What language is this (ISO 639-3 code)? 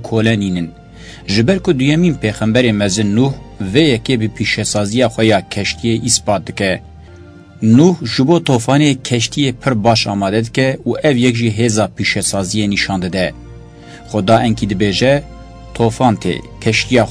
kur